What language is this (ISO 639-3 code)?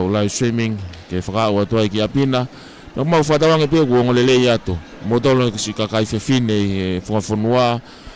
ton